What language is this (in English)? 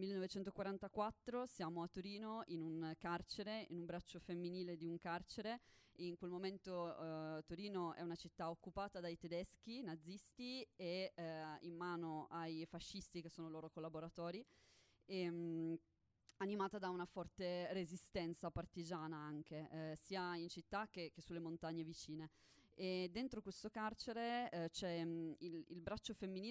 Italian